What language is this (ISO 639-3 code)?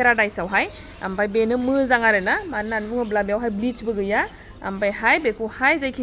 brx